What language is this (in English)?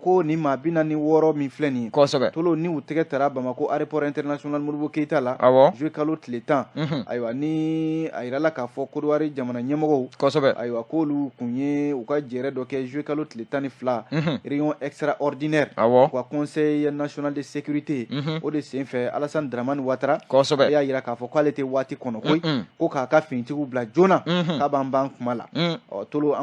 Bambara